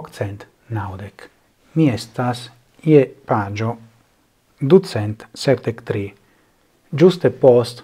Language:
Esperanto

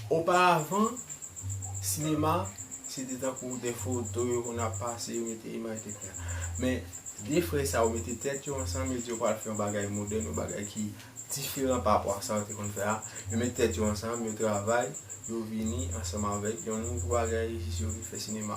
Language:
Haitian Creole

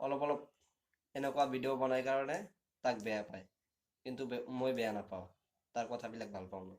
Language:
Assamese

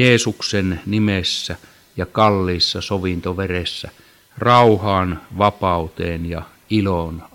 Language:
Finnish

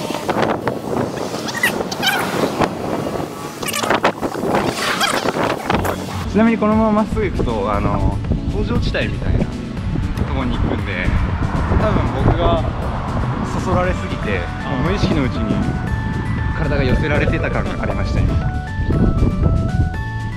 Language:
Japanese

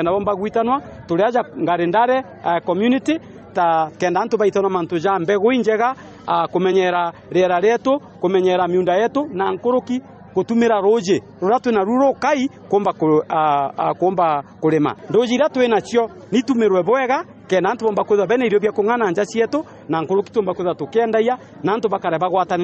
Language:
Meru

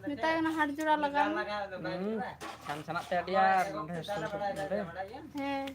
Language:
Santali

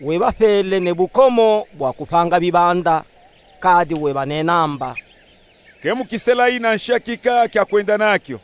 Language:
Luba-Katanga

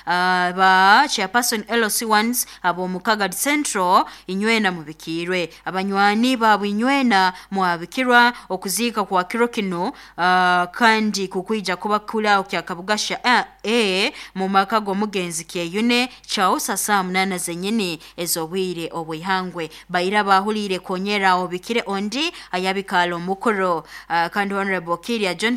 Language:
Nyoro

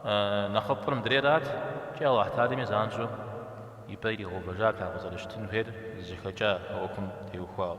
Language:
Kabardian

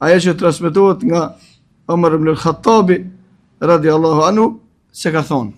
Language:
Albanian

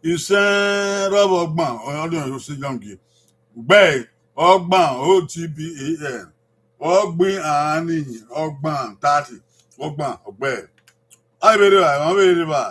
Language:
Bini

